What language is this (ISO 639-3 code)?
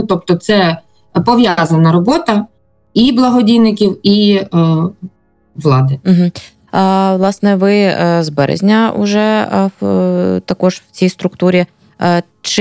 ukr